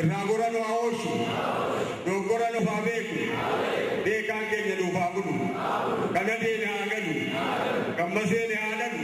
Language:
Oromo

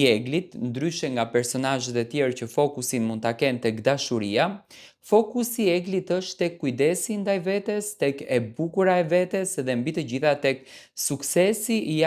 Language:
Albanian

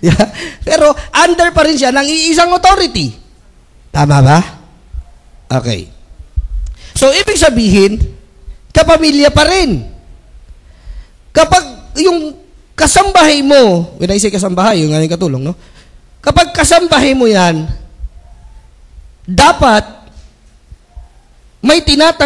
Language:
Filipino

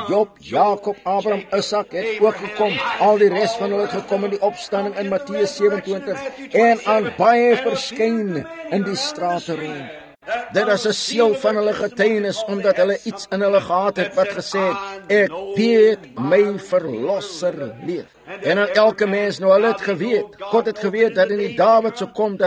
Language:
Afrikaans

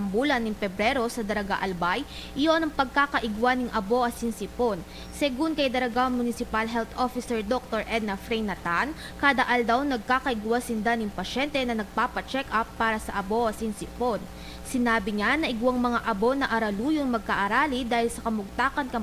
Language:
Bikol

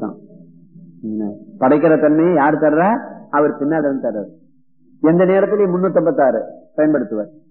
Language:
Tamil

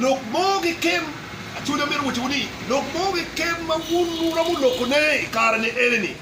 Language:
Acoli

